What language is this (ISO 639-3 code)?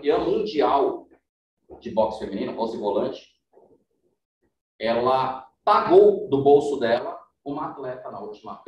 por